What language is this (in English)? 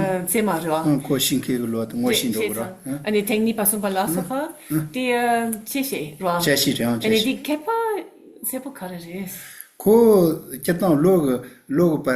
Tibetan